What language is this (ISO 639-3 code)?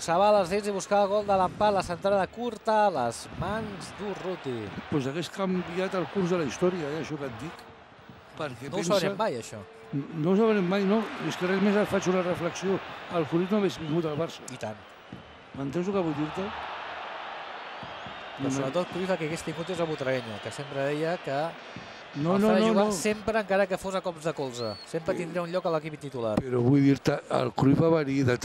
cat